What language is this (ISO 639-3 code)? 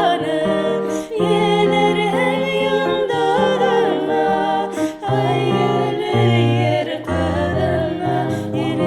bak